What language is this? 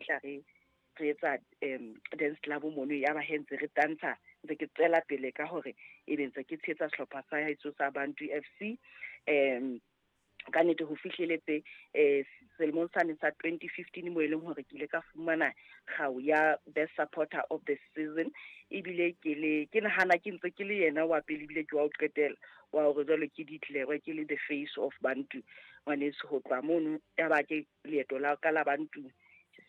Southern Sotho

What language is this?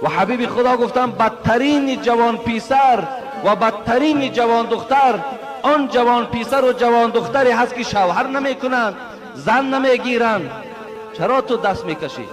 Tajik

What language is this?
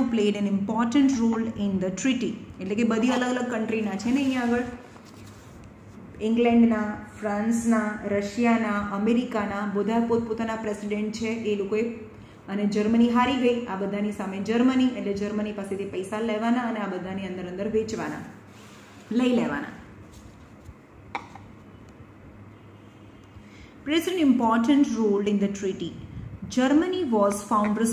Gujarati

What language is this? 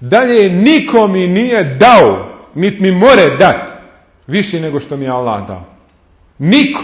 Bosnian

